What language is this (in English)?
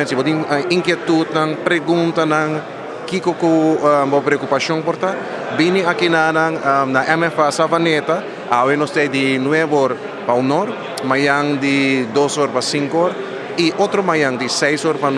Papiamento